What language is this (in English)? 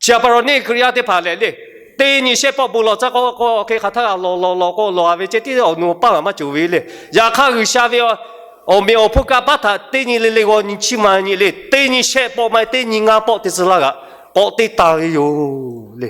Lahu